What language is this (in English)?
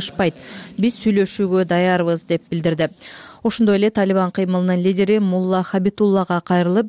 Kyrgyz